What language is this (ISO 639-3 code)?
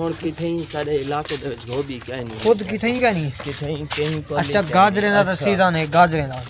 skr